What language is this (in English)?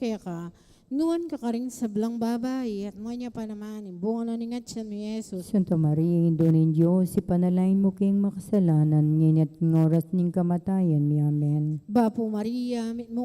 Pampanga